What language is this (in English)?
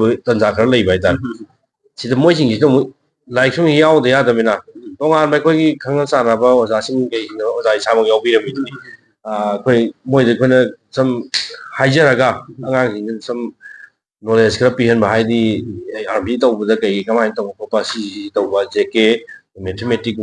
Manipuri